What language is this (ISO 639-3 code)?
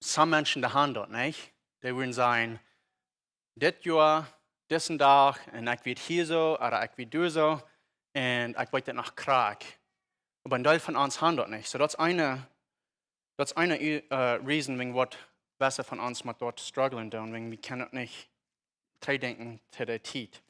pdt